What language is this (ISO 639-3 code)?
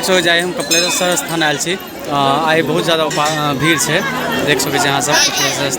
mai